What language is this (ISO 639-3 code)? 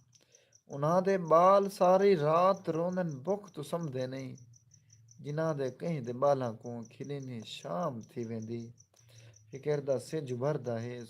skr